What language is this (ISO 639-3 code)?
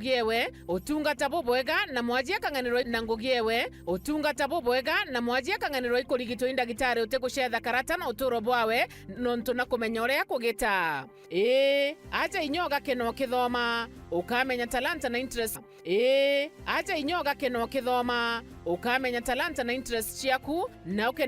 mer